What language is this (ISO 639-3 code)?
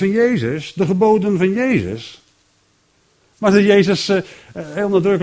nld